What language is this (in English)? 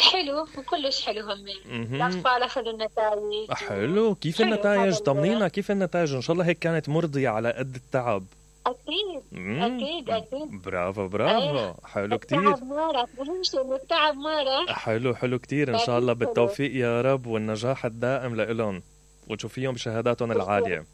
Mesopotamian Arabic